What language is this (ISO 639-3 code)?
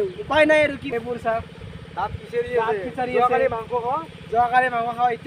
asm